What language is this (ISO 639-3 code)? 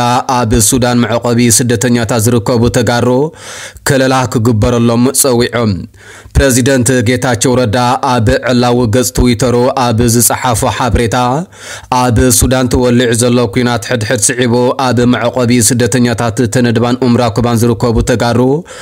tir